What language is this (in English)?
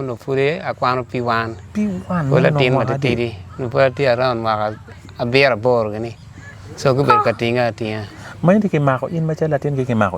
Acoli